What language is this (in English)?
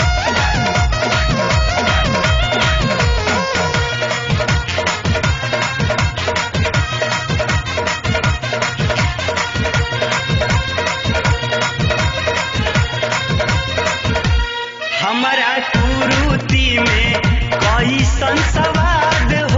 Bhojpuri